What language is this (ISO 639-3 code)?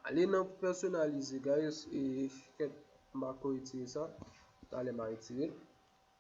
hat